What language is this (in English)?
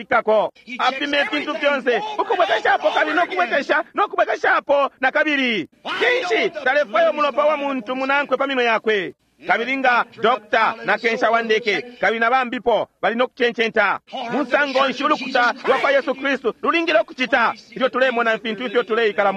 Bemba